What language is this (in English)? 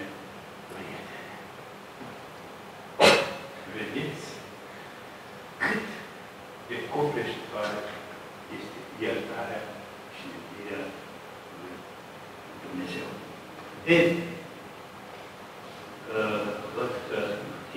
Romanian